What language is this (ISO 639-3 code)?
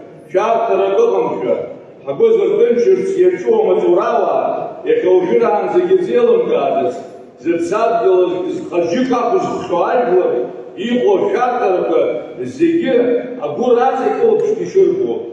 abk